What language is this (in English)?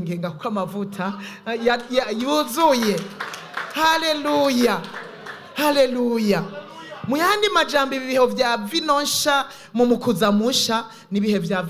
Rundi